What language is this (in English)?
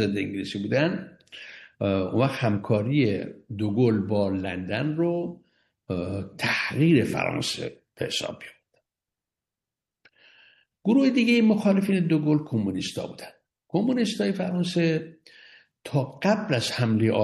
Persian